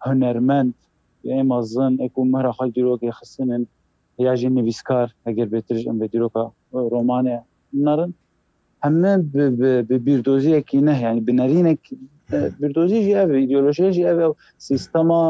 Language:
Kurdish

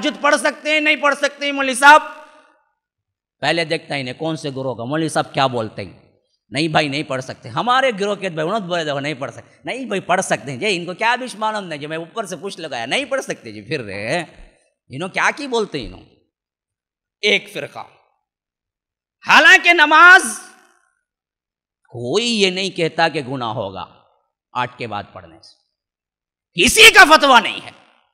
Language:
Urdu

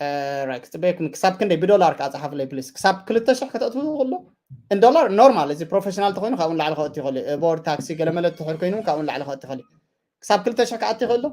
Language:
Tigrinya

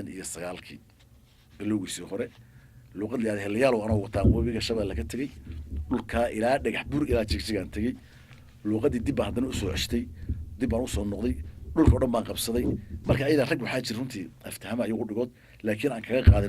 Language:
Somali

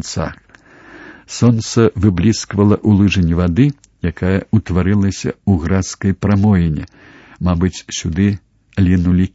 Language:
Belarusian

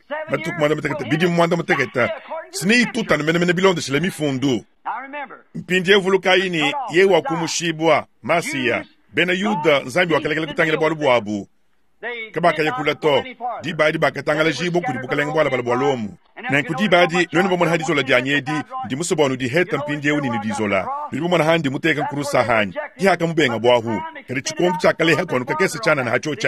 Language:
Luba-Lulua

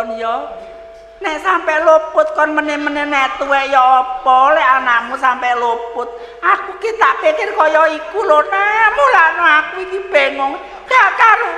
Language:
Javanese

